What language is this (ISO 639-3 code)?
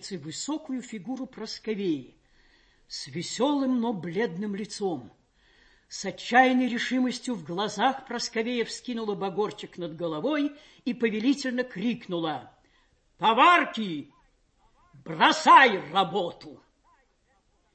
rus